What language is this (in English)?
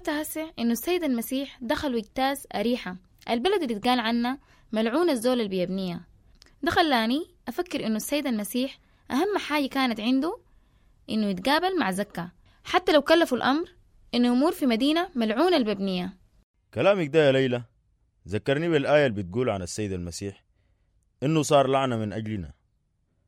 Sudanese Arabic